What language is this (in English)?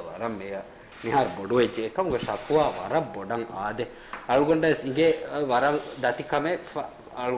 Divehi